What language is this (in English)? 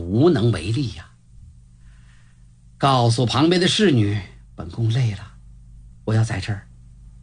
Chinese